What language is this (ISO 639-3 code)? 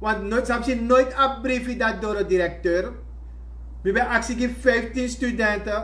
srn